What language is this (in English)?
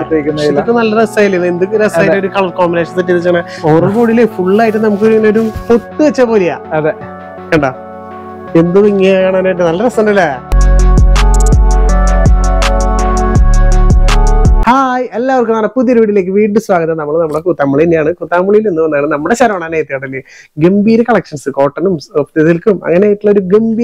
Malayalam